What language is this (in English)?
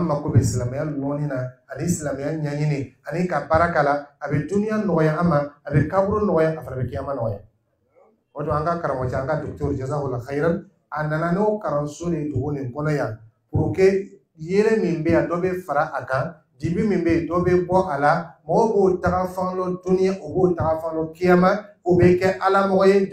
Dyula